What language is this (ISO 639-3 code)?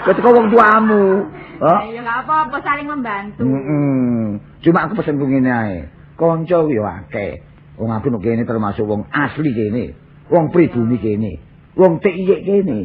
jav